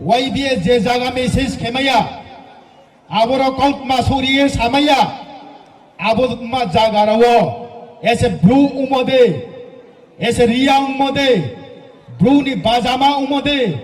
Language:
Riang (India)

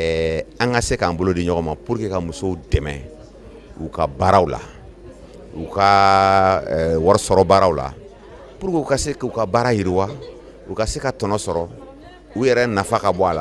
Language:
Bambara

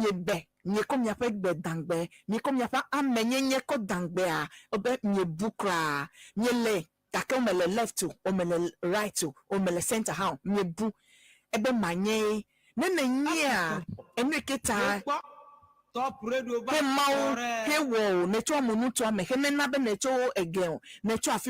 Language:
Ewe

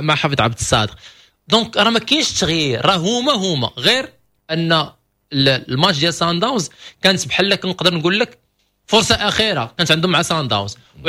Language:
Moroccan Arabic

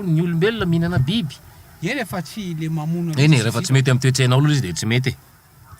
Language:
Malagasy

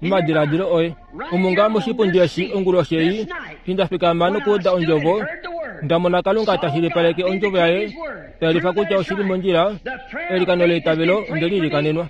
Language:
Kuanyama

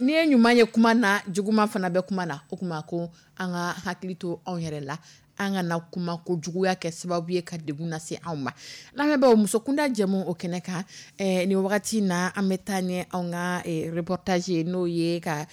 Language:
Dyula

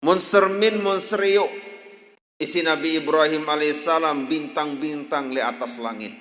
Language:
Sasak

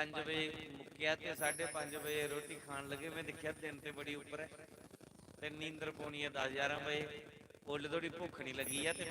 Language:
Dogri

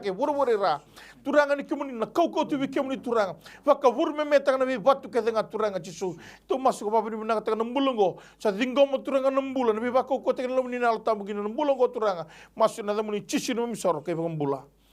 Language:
Fijian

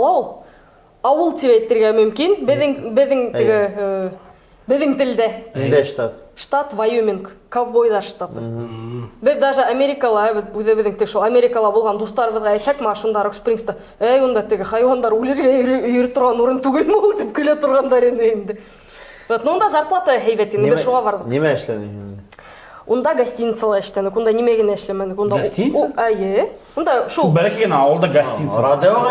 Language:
Bashkir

